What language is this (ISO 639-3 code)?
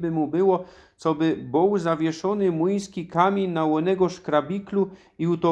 szl